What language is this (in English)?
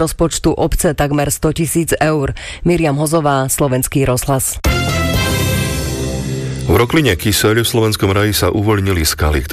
Slovak